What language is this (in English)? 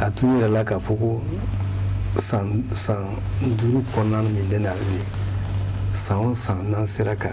Bambara